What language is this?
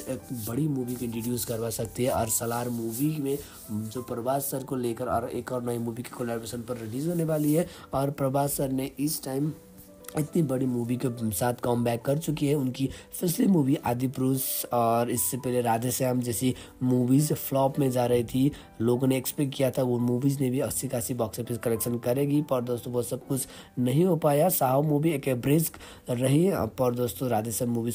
Hindi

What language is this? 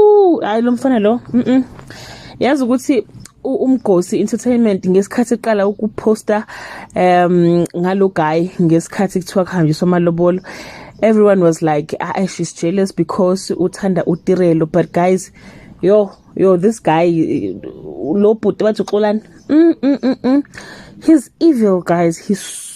Zulu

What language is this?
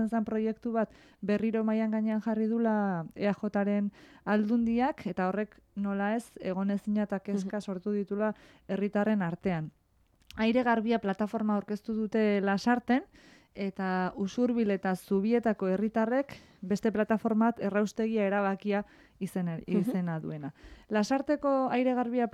Basque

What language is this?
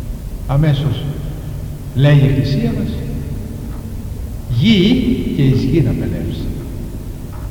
Greek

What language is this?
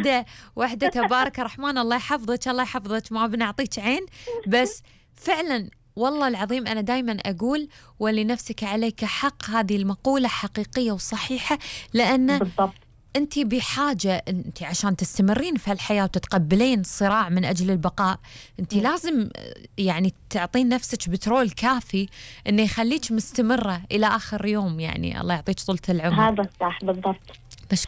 Gulf Arabic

